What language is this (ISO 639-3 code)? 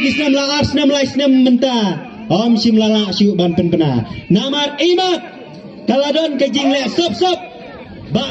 kha